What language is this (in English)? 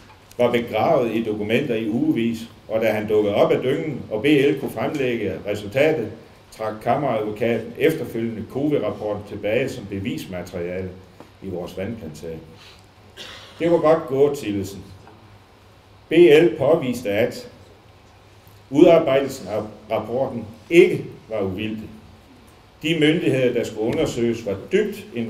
Danish